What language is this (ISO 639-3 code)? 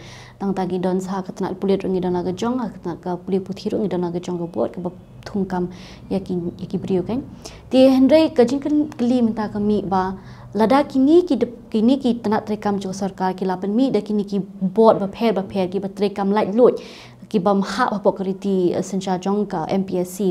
kha